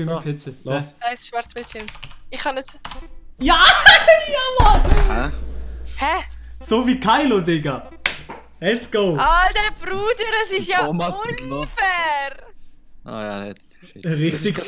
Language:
Swiss German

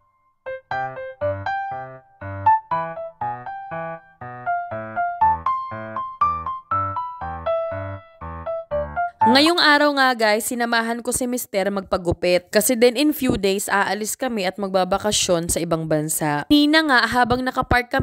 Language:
Filipino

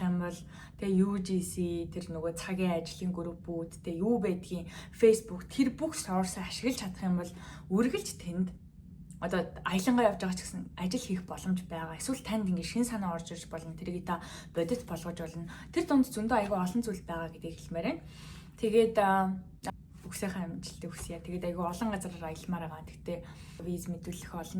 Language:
Mongolian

